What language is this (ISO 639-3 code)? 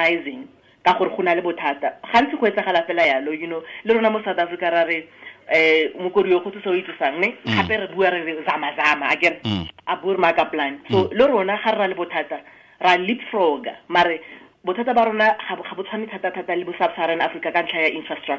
tsn